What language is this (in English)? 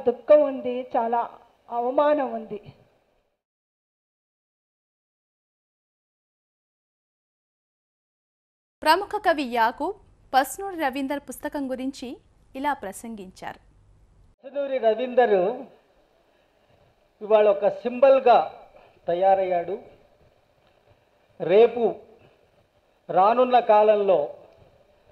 Telugu